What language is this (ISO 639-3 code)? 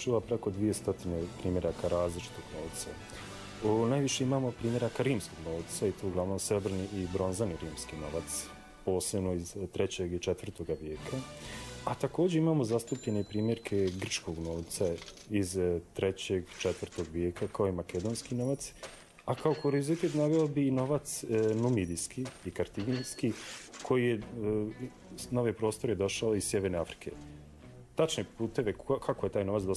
bos